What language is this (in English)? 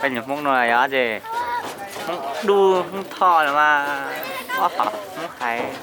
Hmong